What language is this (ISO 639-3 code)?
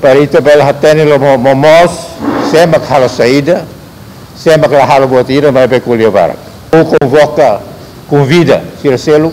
tet